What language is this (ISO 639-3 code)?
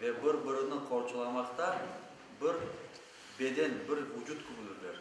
crh